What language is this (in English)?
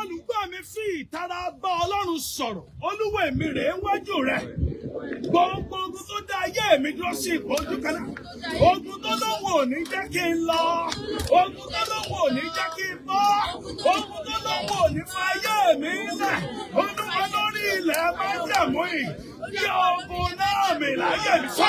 Yoruba